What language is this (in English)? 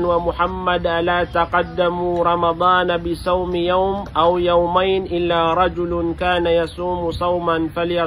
Maranao